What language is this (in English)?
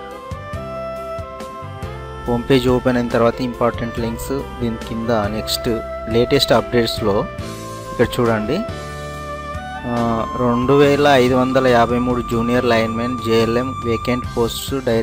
Telugu